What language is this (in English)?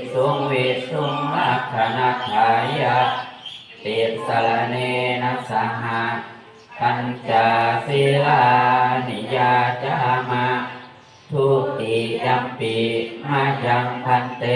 Pali